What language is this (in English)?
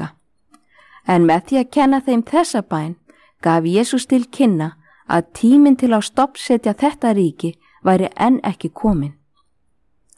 Icelandic